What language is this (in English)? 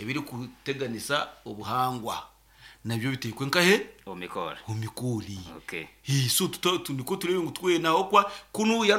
Nyankole